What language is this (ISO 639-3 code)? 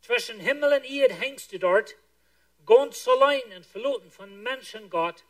pdt